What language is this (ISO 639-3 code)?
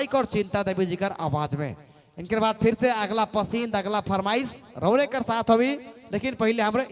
sck